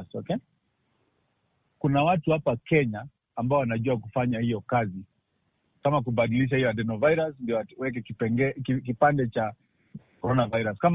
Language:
Swahili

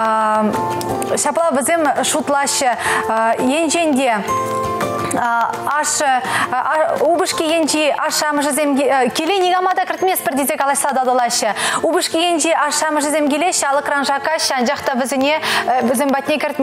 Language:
Chuvash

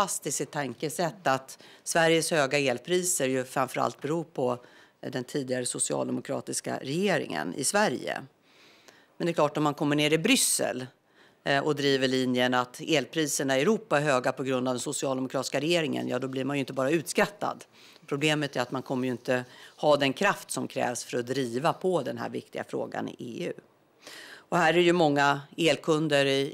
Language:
Swedish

